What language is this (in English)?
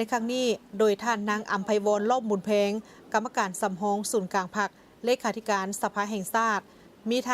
Lao